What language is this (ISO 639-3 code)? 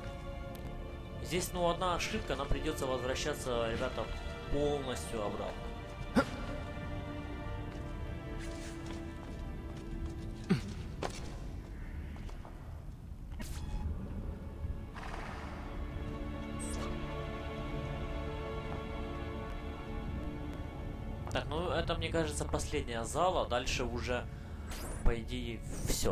rus